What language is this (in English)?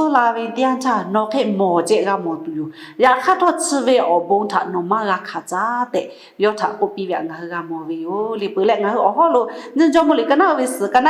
Lahu